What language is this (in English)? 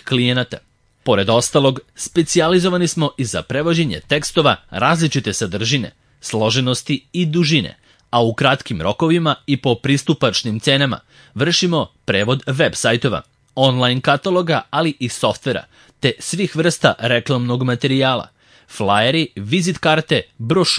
Serbian